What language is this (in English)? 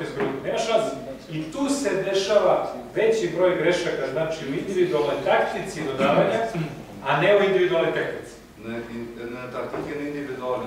Serbian